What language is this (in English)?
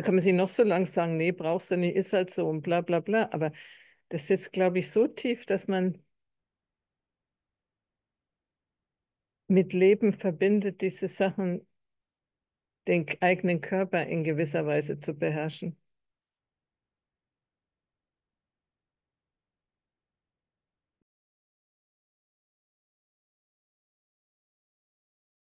German